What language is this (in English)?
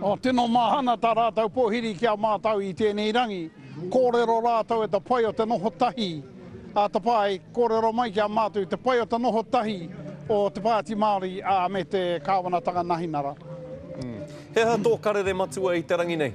Māori